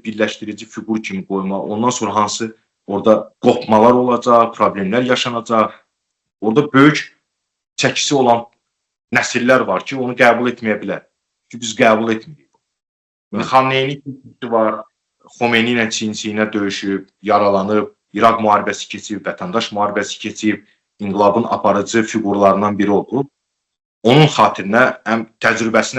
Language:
Azerbaijani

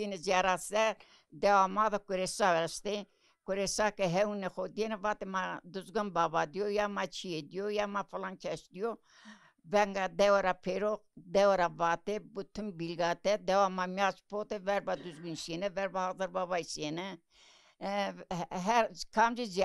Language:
Zaza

